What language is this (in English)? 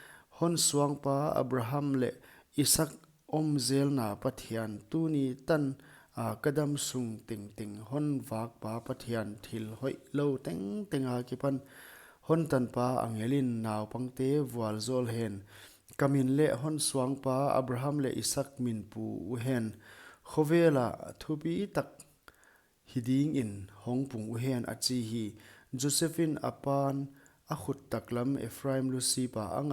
Paite Chin